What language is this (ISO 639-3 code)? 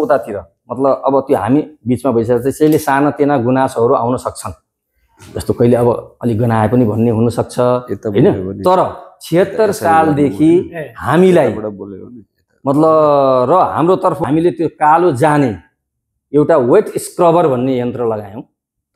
nep